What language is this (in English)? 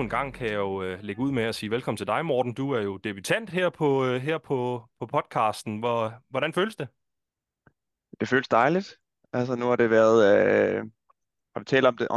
Danish